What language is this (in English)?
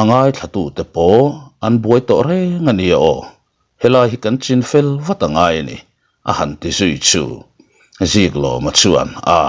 Mizo